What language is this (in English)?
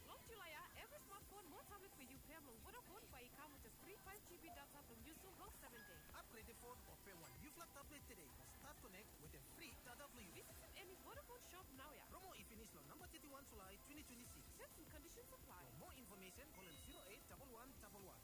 Bislama